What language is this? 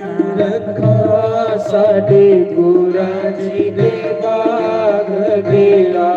Dogri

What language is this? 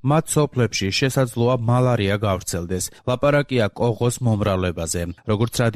Georgian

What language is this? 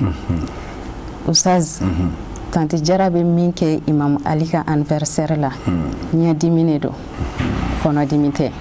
Bambara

